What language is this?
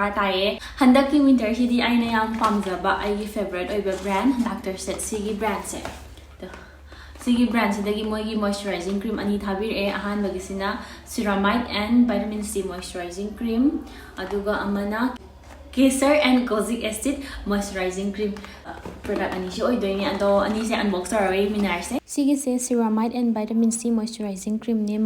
Manipuri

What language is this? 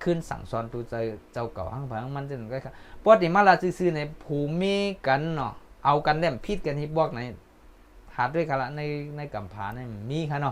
Shan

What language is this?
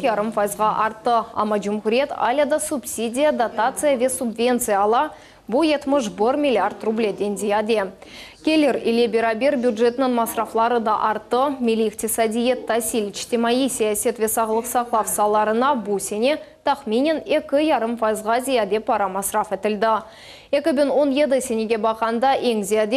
Crimean Tatar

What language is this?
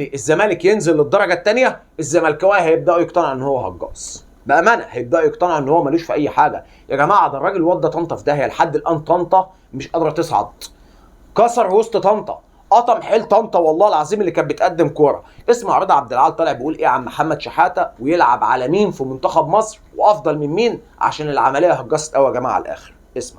Egyptian Arabic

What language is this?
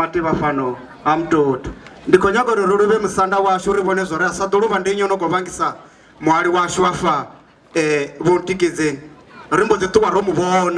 Venda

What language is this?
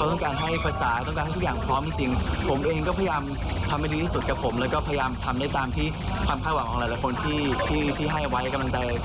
Thai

